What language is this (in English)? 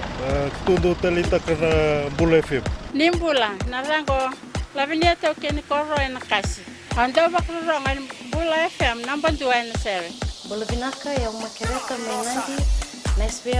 Fijian